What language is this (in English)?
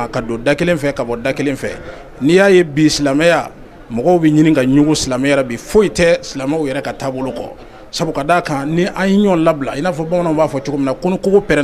Bambara